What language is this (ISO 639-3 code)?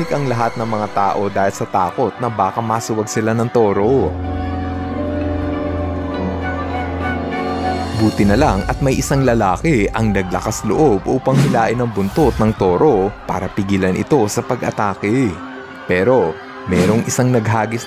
fil